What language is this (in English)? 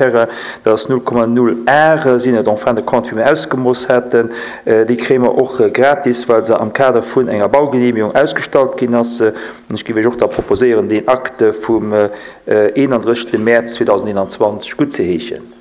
Luxembourgish